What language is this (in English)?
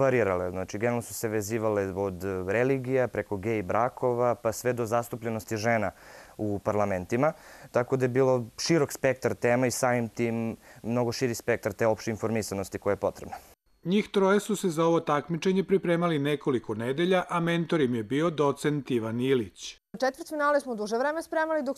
Serbian